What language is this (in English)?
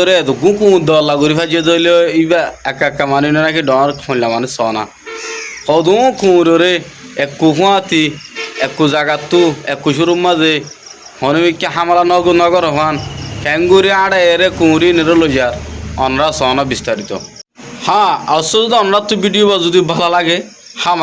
Rohingya